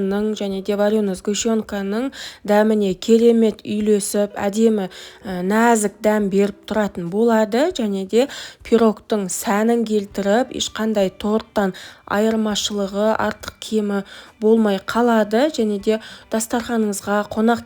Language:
Kazakh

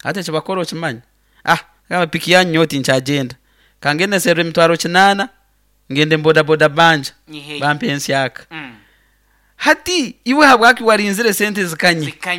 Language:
Nyoro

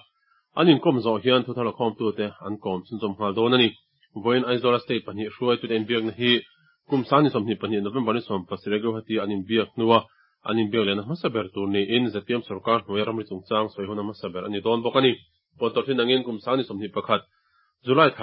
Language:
Mizo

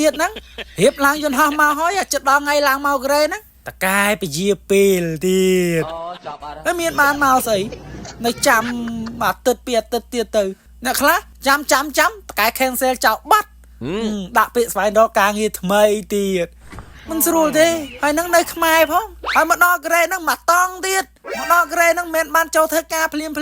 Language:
Khmer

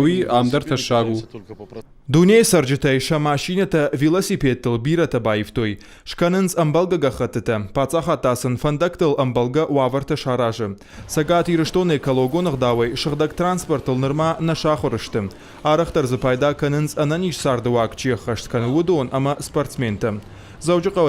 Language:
Ossetic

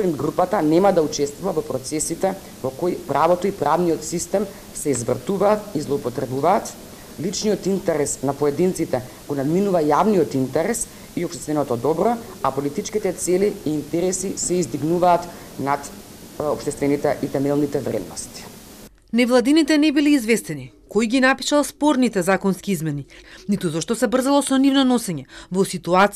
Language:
Macedonian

